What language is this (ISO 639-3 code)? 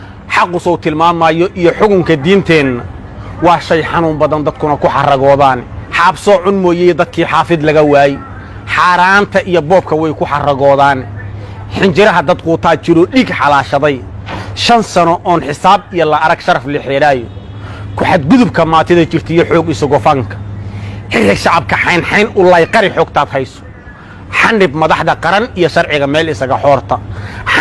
som